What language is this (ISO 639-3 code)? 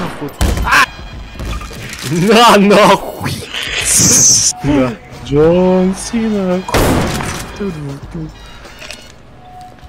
rus